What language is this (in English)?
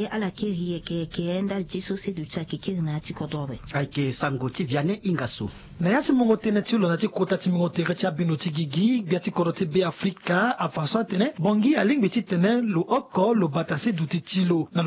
Sango